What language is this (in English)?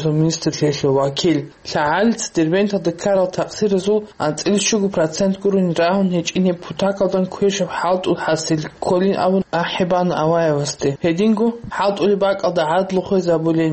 Avaric